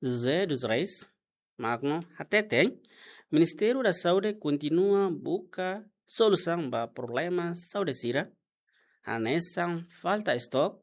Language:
Tetum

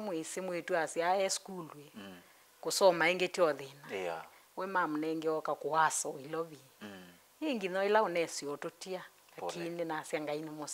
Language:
Kamba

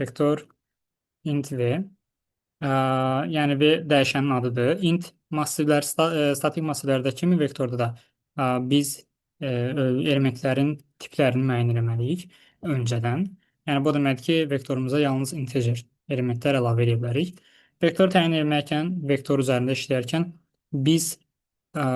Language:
Azerbaijani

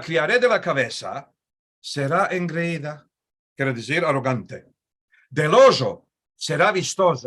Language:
Ladino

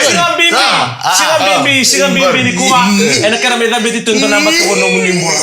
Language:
Fijian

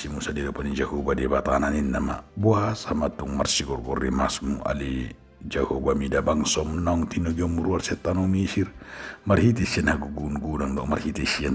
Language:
Batak Toba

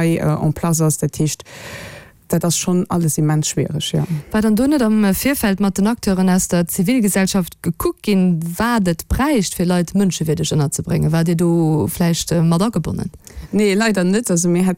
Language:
Luxembourgish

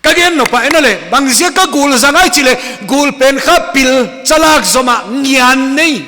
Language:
Paite Chin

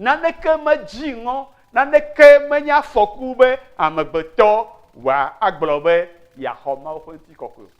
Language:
Ewe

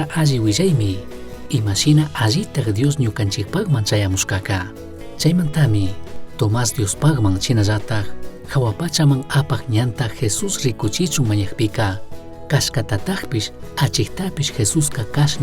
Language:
Chimborazo Highland Quichua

